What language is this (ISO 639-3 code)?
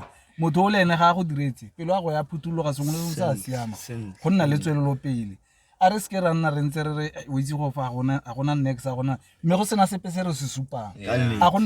tsn